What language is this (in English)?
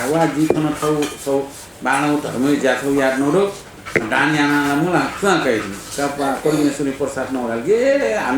Newari